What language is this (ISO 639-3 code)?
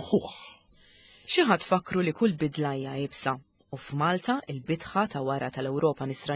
mlt